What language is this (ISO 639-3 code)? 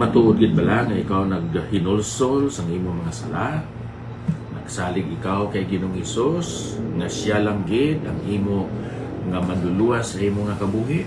hil